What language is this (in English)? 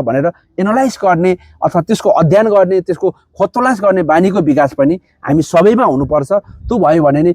Nepali